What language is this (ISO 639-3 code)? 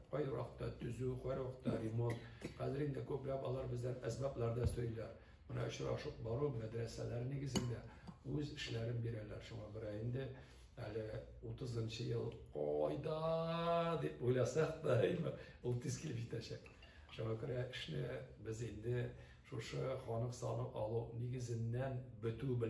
tat